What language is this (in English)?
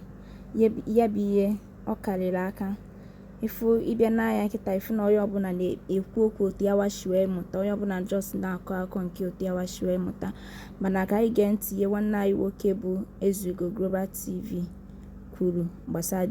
Igbo